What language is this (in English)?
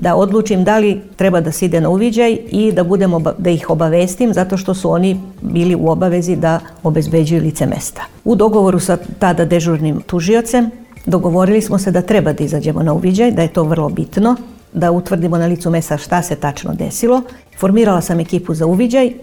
Serbian